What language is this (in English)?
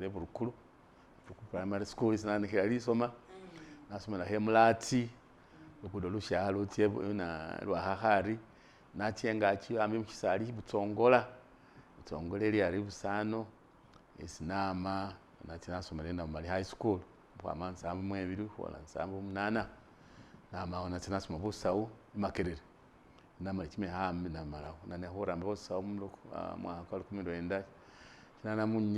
Masaaba